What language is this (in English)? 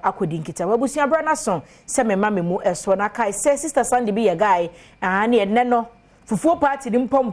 Akan